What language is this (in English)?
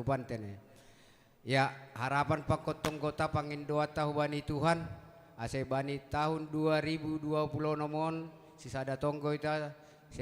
Batak Simalungun